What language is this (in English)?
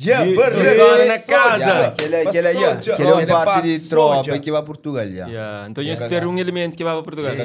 Kabuverdianu